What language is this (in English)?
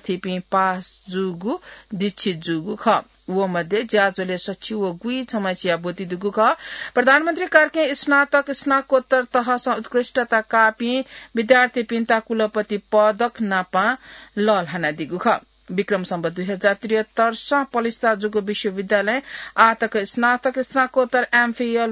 Newari